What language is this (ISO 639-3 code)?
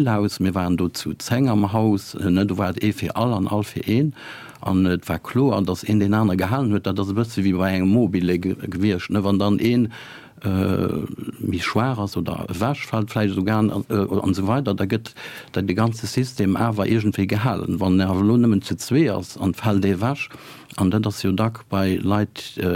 ltz